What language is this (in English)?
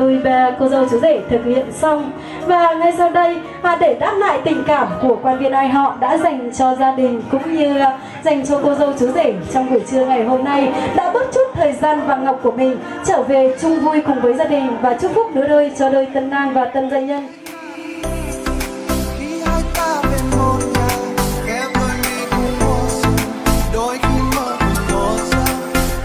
Vietnamese